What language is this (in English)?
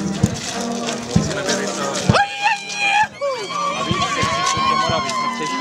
Czech